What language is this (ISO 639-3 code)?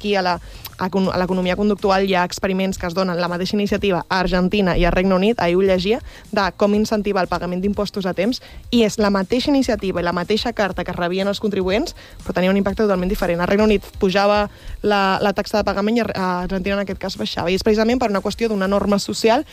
cat